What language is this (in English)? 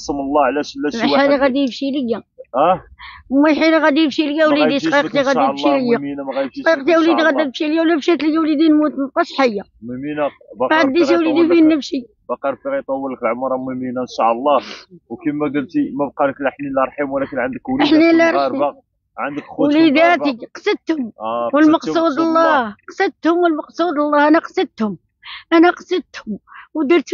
Moroccan Arabic